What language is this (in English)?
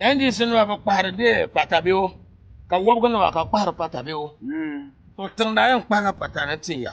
Dagbani